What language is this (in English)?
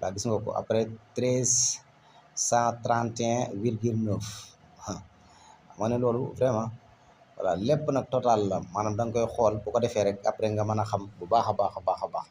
Wolof